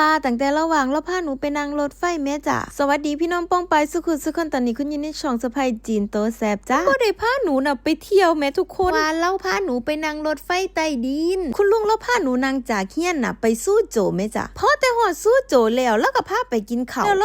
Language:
Lao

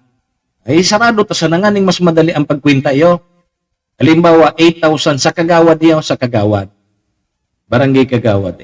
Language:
Bikol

